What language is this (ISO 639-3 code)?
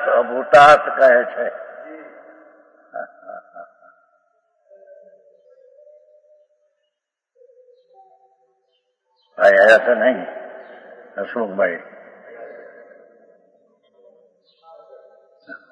guj